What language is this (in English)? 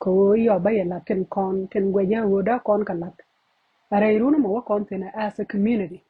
Nuer